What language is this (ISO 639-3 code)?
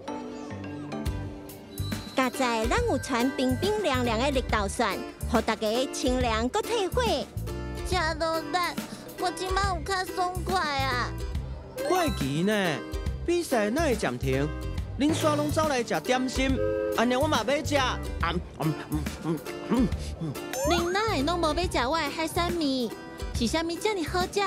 nan